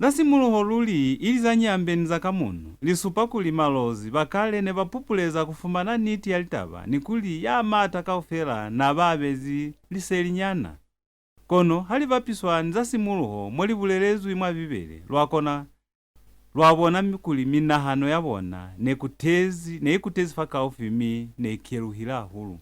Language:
Lozi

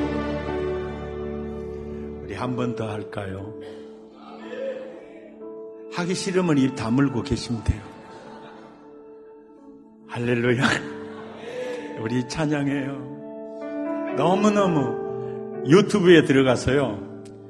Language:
Korean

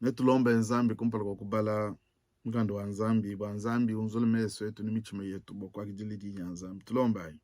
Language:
Luba-Lulua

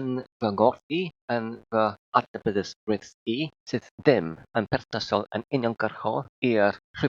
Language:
Welsh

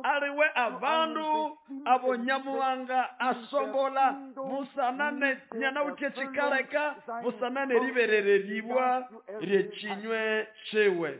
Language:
Nande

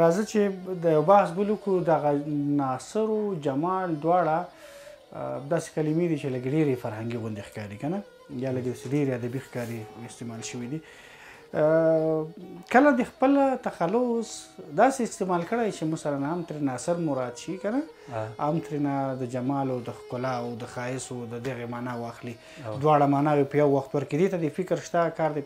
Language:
Pashto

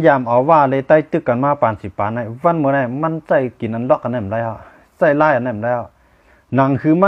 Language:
Shan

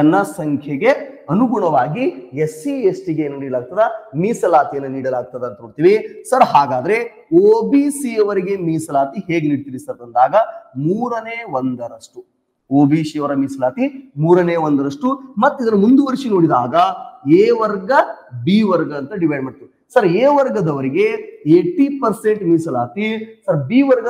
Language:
Kannada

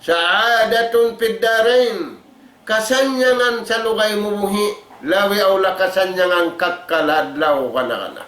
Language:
Tausug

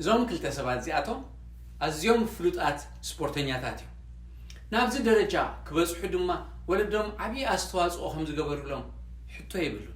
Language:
Tigrinya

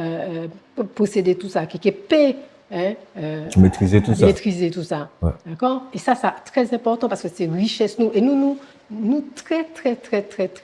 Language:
Guadeloupean Creole French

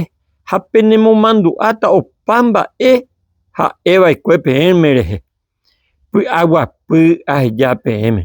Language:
Guarani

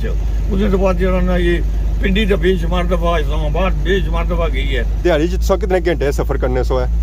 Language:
Pahari-Potwari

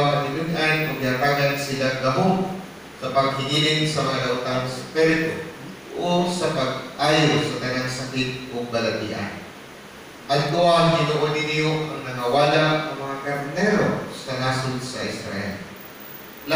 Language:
Cebuano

